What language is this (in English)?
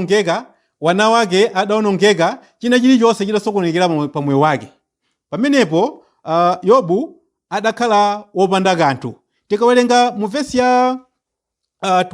Nyanja